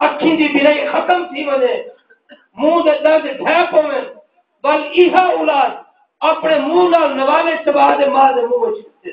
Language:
Saraiki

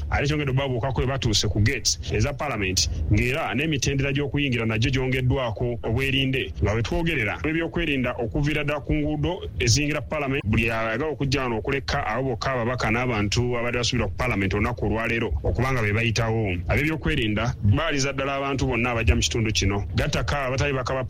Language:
Ganda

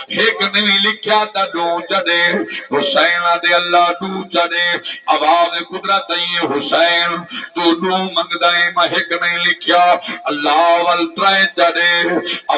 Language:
Saraiki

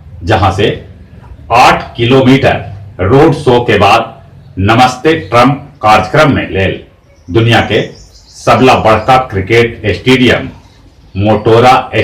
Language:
Magahi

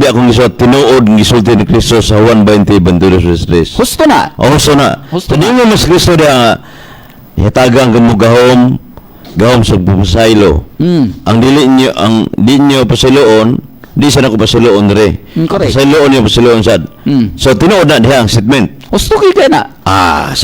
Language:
Cebuano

